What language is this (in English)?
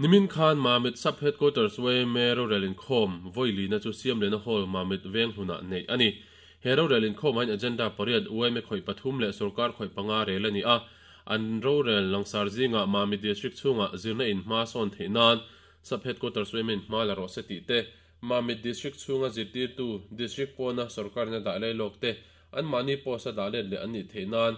Mizo